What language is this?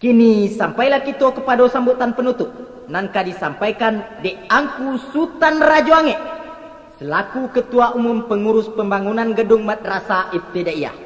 Minangkabau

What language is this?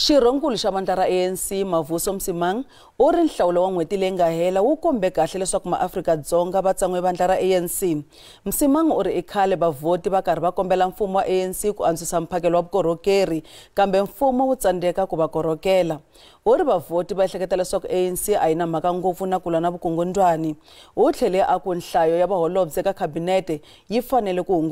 Tsonga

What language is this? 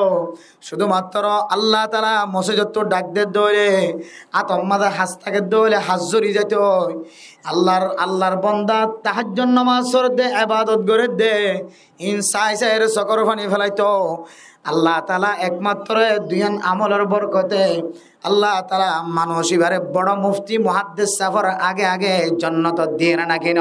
Rohingya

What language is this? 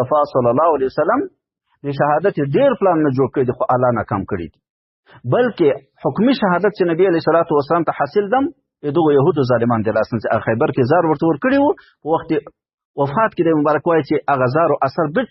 Pashto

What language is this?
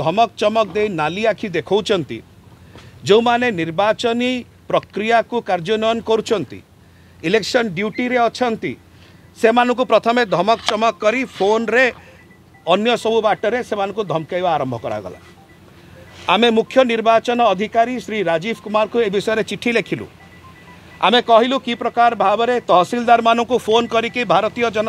Odia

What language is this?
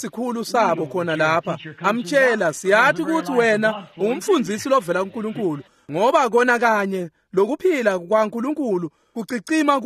Swati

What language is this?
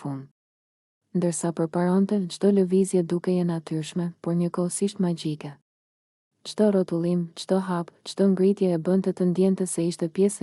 Albanian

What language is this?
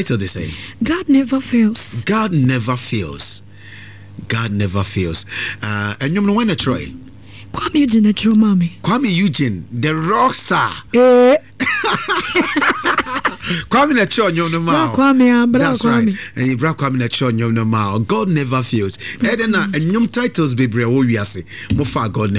Akan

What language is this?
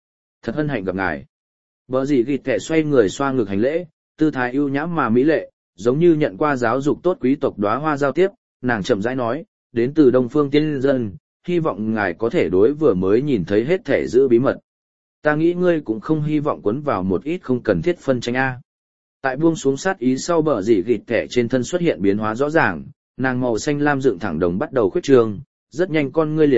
Vietnamese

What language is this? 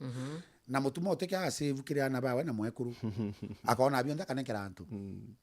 Meru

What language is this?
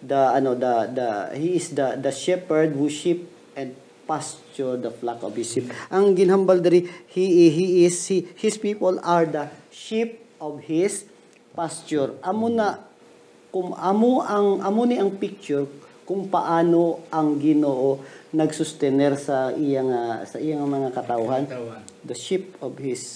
Hiligaynon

